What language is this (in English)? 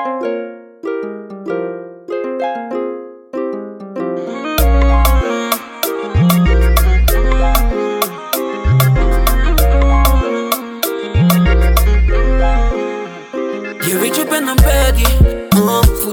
Dutch